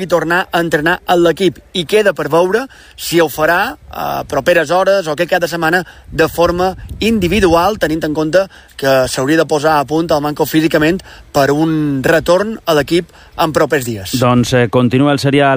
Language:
Catalan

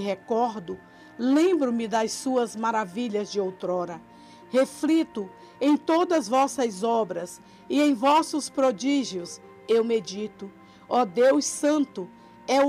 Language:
Portuguese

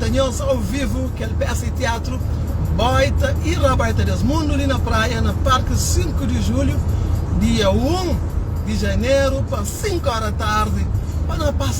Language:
Kabuverdianu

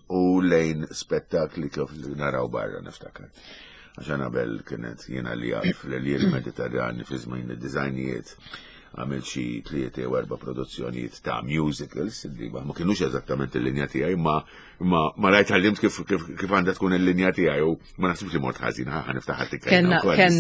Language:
Maltese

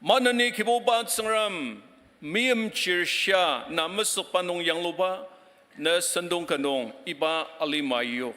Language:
Ao Naga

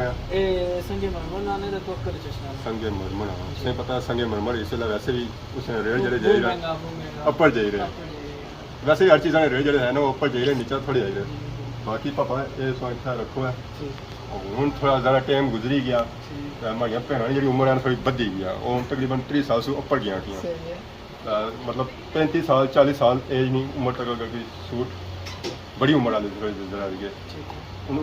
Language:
Pahari-Potwari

